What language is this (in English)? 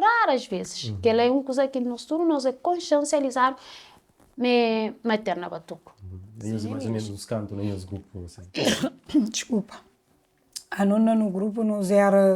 Kabuverdianu